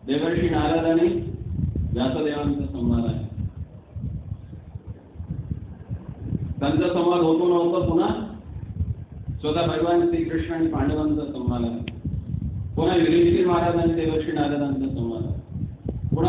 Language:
Marathi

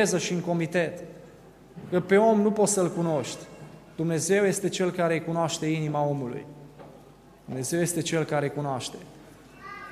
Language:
Romanian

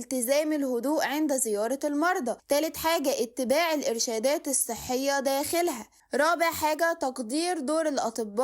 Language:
Egyptian Arabic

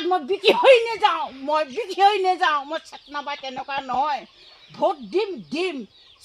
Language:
Assamese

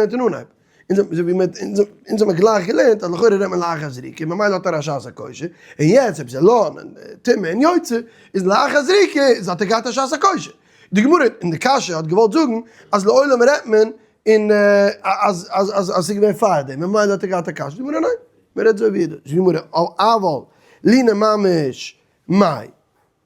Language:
Yiddish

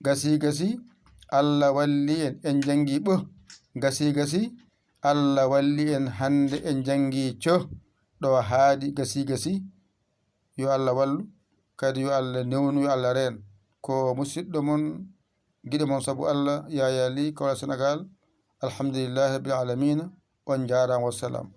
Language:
Fula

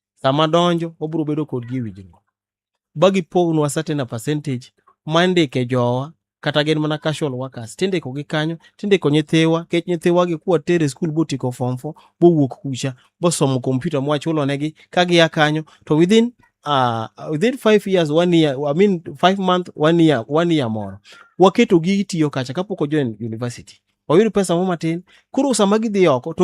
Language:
Luo (Kenya and Tanzania)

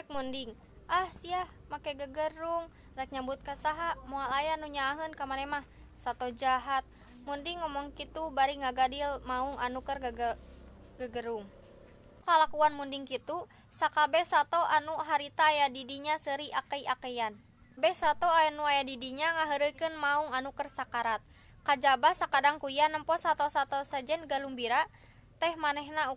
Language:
Sundanese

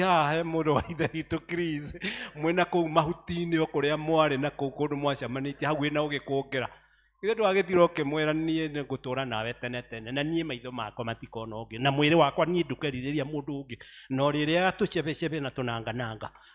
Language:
Kikuyu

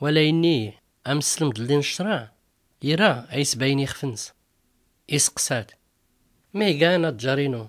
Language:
Tachelhit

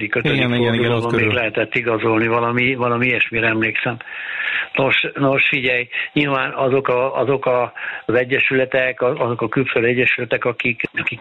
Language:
Hungarian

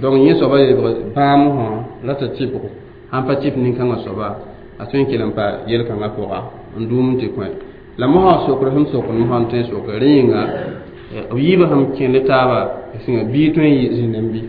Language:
Mossi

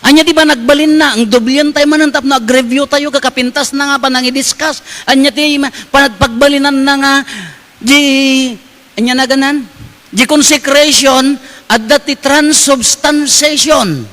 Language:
Iloko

